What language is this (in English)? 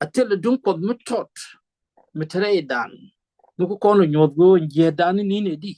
Nuer